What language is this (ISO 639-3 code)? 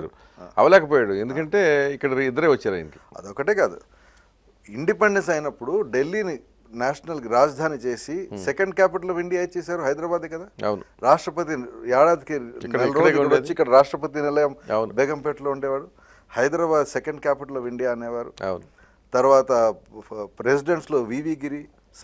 tel